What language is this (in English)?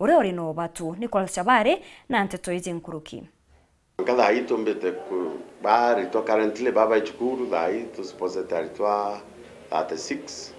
Meru